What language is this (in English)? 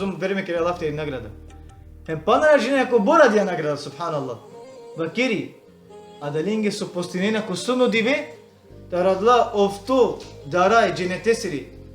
Balkan Romani